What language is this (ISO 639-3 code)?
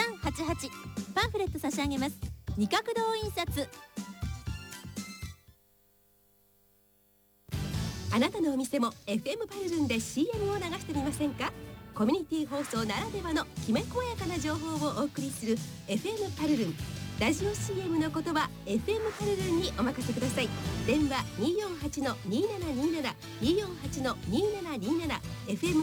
jpn